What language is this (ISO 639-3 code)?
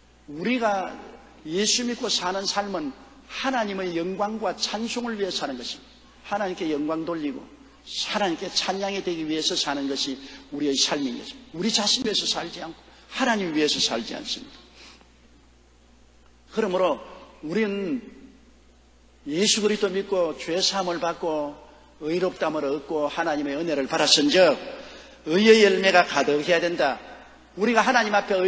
kor